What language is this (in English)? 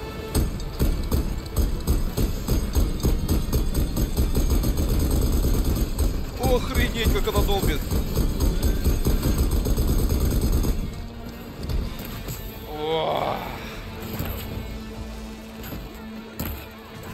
Russian